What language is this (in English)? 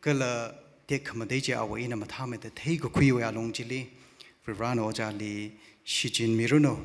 Tangkhul Naga (India)